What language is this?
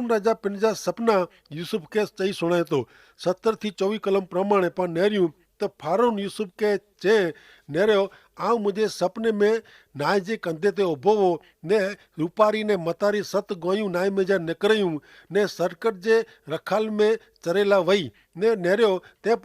Kachhi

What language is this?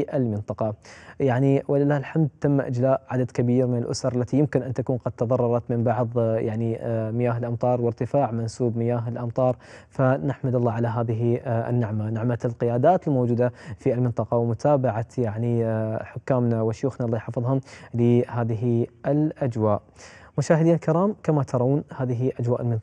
Arabic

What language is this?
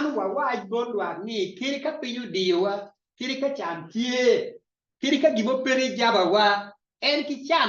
Acoli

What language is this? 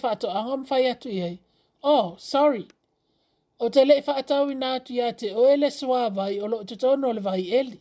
Samoan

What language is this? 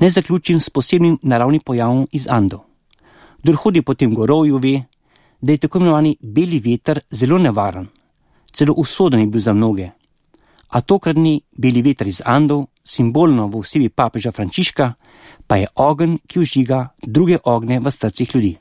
Slovenian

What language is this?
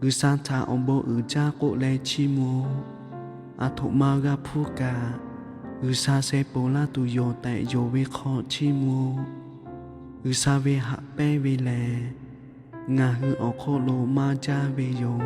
Lahu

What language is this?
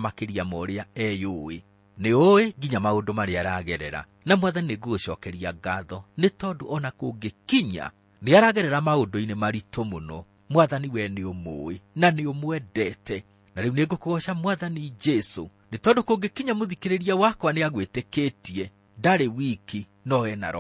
Kikuyu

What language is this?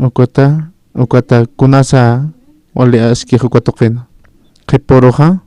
Aymara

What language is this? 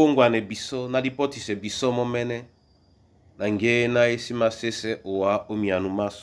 Duala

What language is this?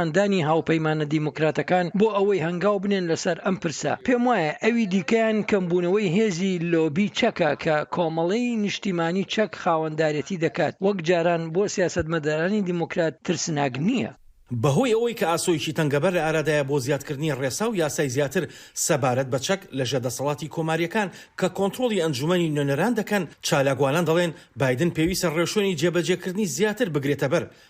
Central Kurdish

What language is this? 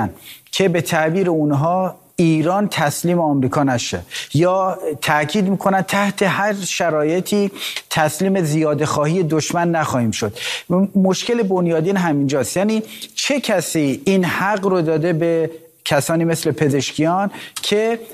Persian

